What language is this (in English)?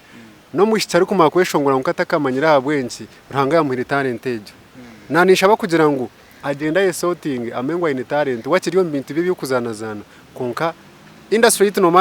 Nyankole